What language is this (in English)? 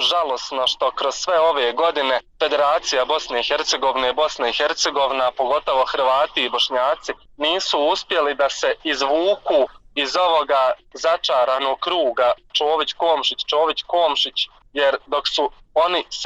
Bosnian